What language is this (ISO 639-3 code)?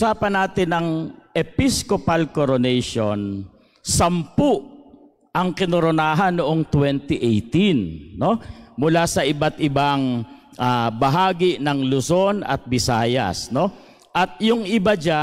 fil